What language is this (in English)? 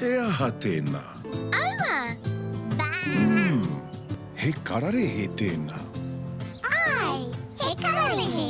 Māori